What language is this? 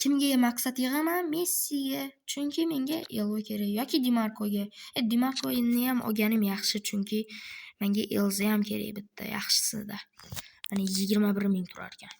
Uzbek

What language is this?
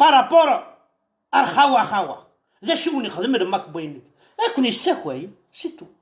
Kabyle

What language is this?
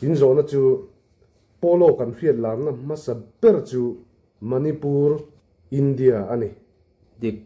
Mizo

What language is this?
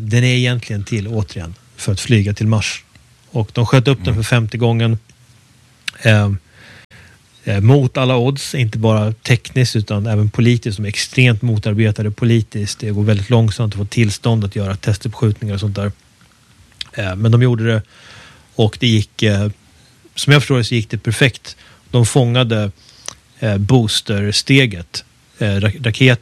Swedish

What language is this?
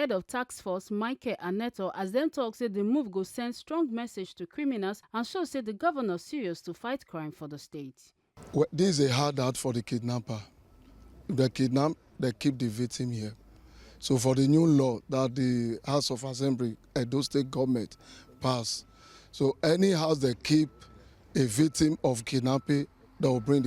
Nigerian Pidgin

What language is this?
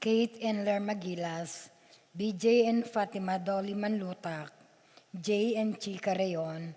Pampanga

